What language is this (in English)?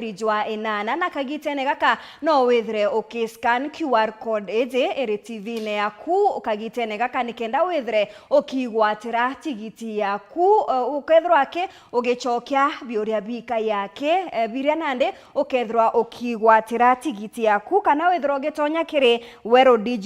Meru